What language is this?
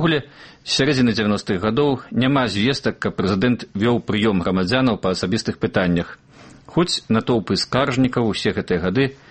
Belarusian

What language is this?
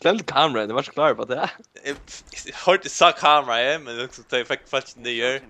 Faroese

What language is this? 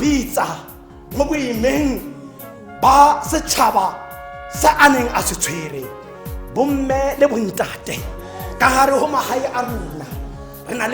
Tswana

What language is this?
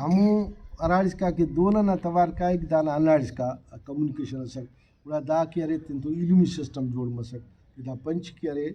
Brahui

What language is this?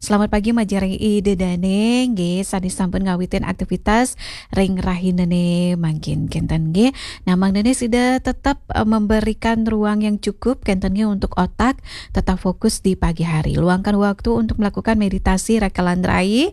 Balinese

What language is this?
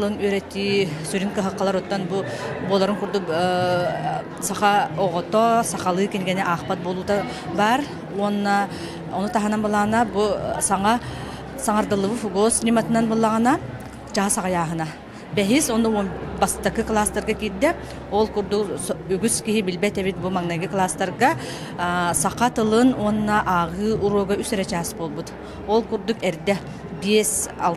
Yakut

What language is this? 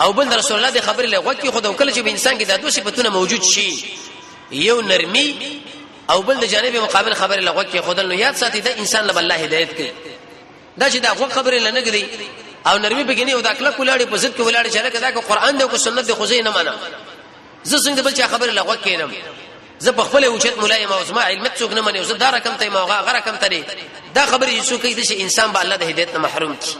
Pashto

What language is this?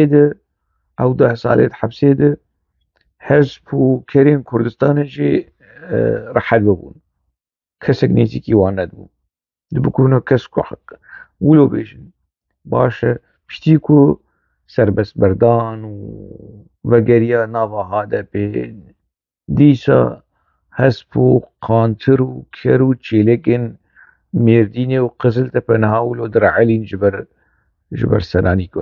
Kurdish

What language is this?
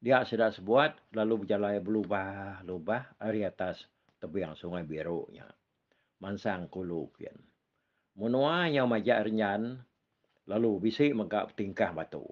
Iban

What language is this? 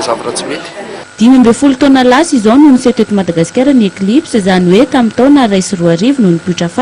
Malagasy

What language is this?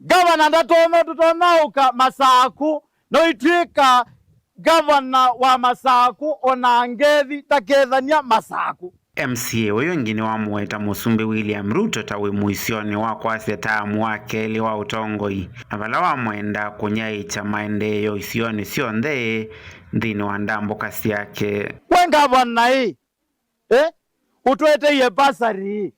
Kamba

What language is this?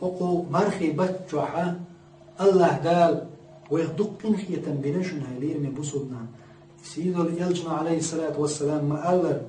Chechen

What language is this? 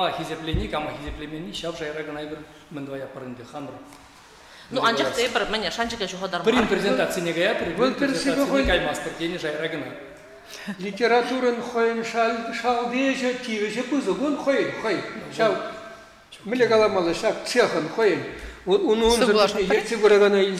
Chuvash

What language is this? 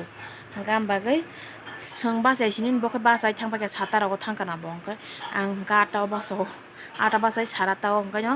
Kok Borok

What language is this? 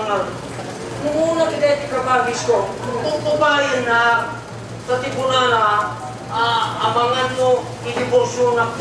Iloko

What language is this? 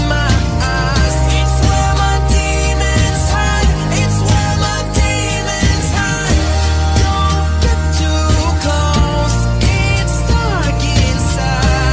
English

